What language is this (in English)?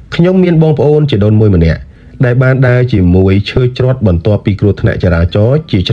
Khmer